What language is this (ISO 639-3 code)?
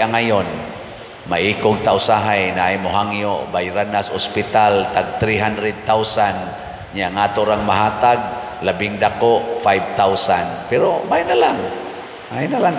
ceb